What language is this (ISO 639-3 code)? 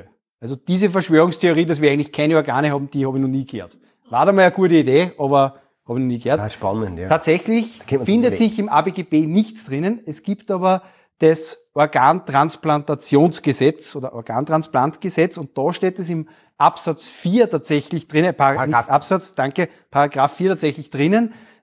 deu